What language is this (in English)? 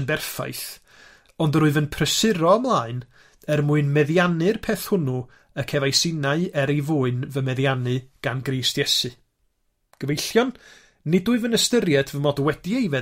Welsh